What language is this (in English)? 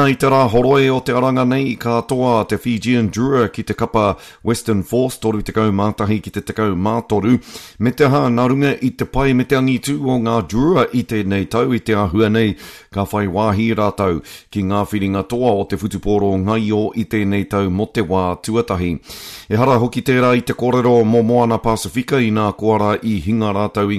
Māori